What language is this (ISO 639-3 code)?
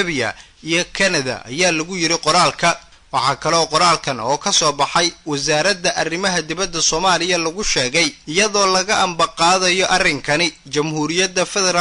som